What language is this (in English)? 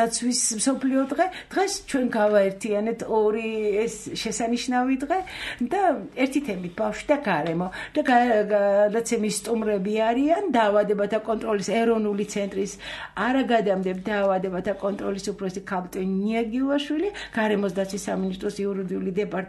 Georgian